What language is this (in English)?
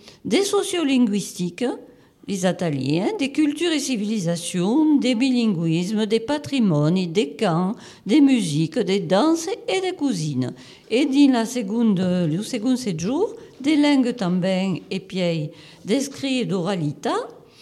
French